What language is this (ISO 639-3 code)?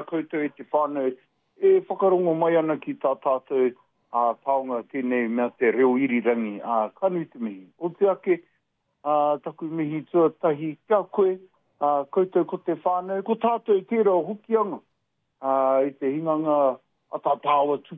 mri